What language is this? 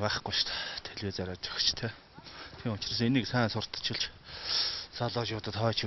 Mongolian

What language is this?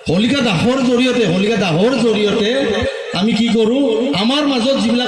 Assamese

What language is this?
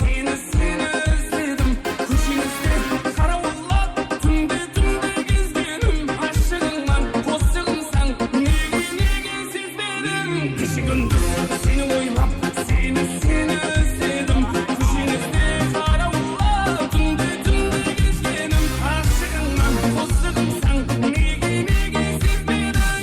Kara-Kalpak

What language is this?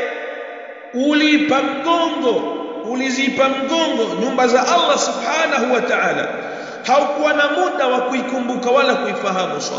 Swahili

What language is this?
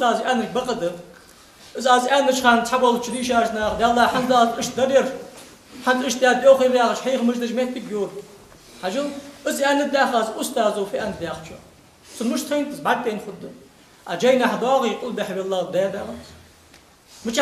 Ingush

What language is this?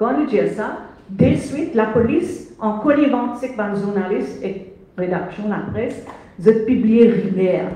Morisyen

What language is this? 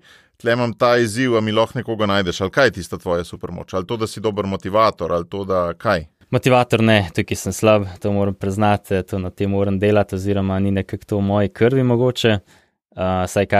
Slovenian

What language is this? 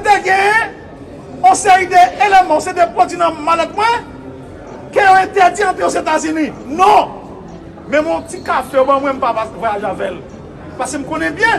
Haitian Creole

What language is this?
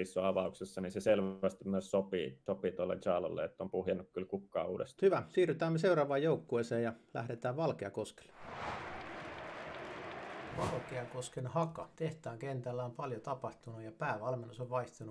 Finnish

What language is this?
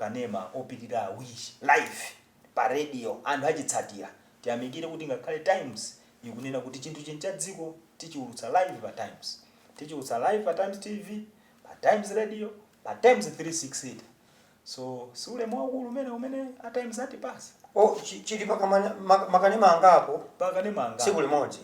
Nyanja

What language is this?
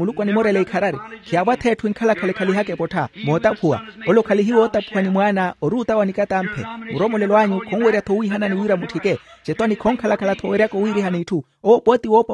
Makhuwa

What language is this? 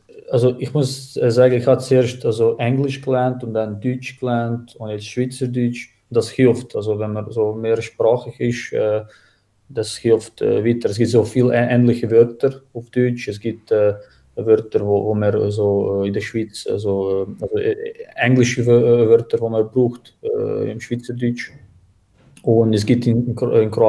Swiss German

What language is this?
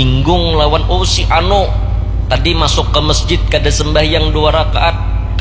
Banjar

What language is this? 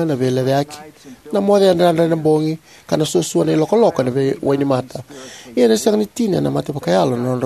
Fijian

